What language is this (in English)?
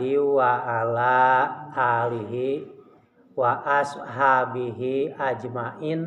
Sundanese